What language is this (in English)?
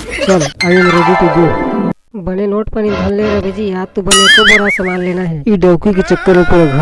Chhattisgarhi